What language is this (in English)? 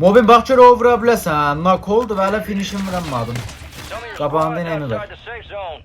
South Azerbaijani